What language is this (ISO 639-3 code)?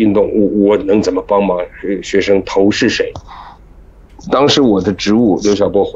zho